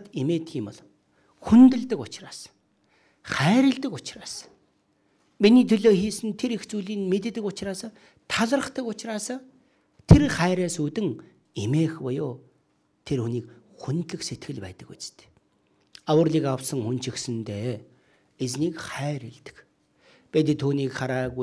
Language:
Mongolian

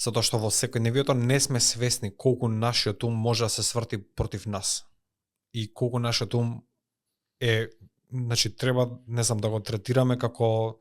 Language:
Macedonian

